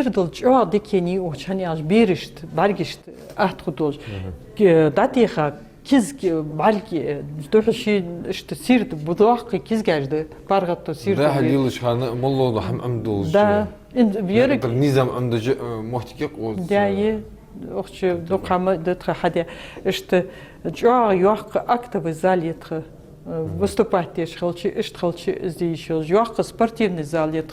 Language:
Ingush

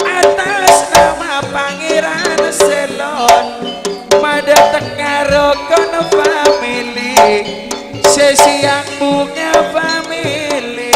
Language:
Madurese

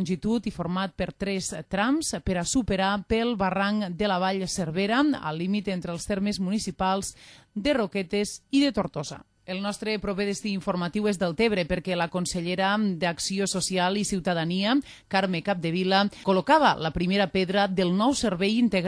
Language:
Catalan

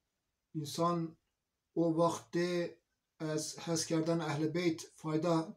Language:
Zaza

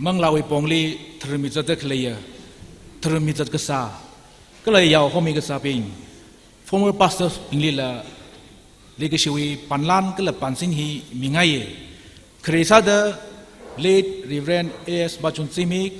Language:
Tangkhul Naga (India)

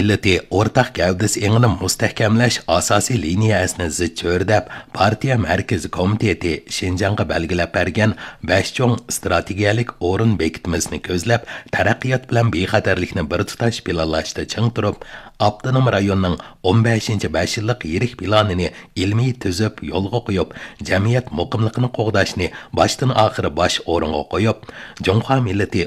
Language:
Uyghur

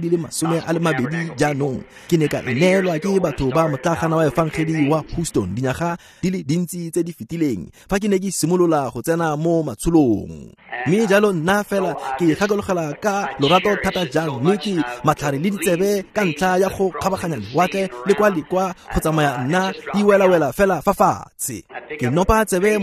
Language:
Tswana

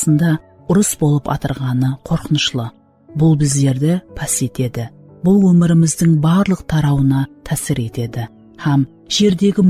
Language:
Kara-Kalpak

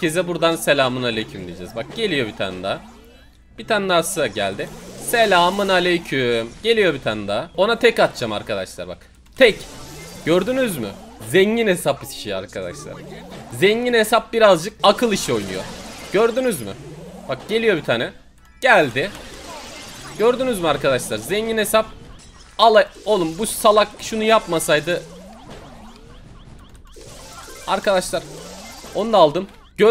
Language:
Turkish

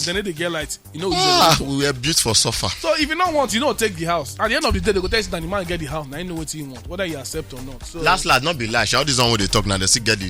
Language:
Nigerian Pidgin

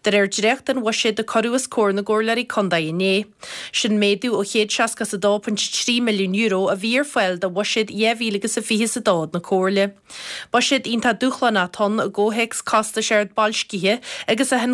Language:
Irish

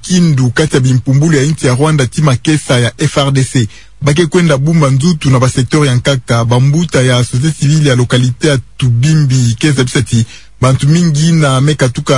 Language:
Kituba (Democratic Republic of Congo)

